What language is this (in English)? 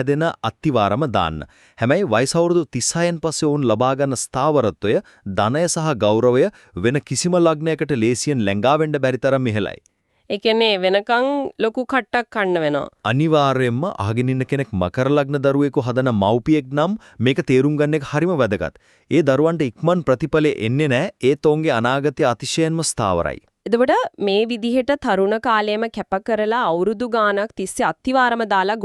Sinhala